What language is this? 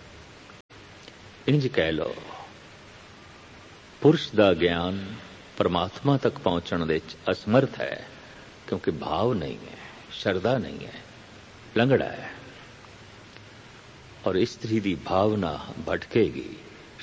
Punjabi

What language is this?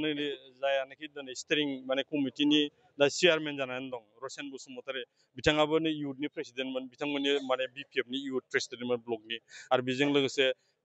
Bodo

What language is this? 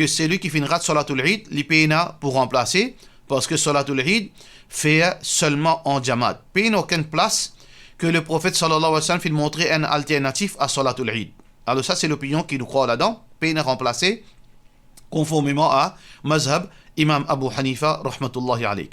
Morisyen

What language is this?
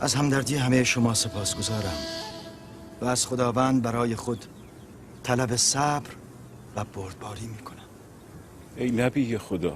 Tajik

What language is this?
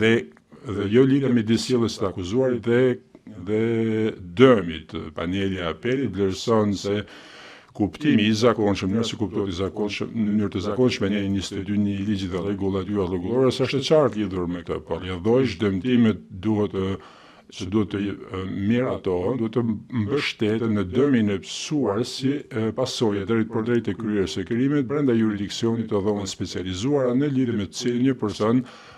Albanian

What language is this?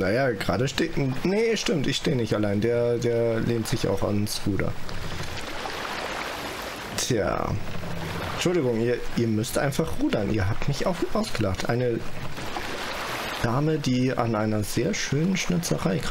German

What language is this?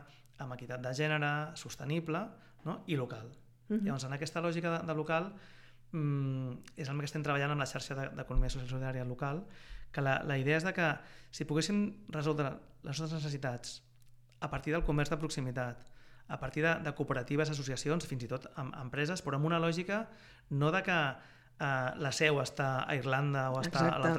Catalan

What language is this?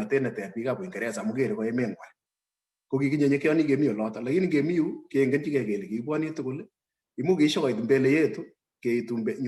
Kalenjin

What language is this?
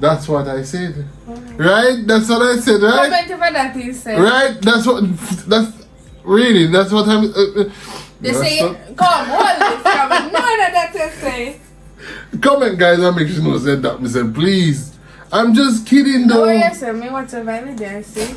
Jamaican Creole English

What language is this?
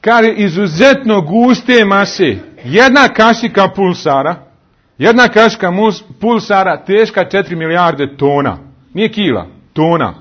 Bosnian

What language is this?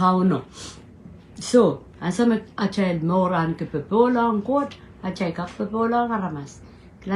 Pohnpeian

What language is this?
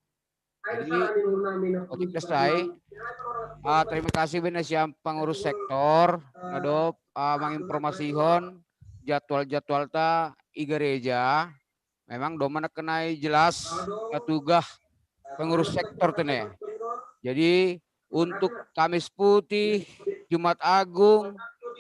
Batak Simalungun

